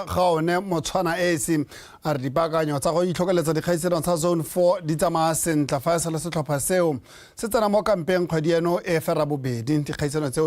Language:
Tswana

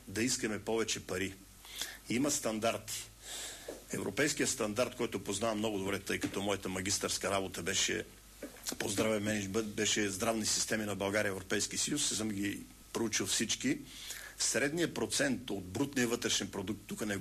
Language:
Bulgarian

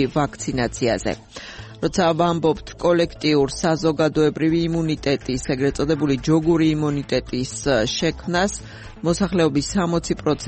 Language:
Georgian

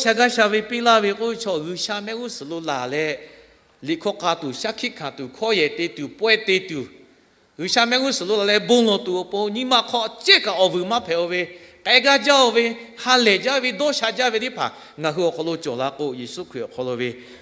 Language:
Lahu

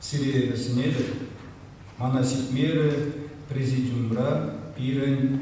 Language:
Chuvash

